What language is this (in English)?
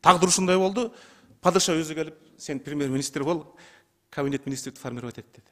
Kyrgyz